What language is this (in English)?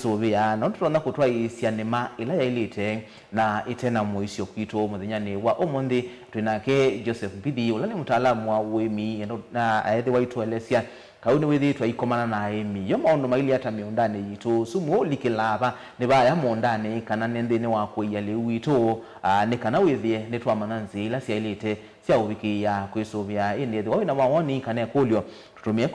Kamba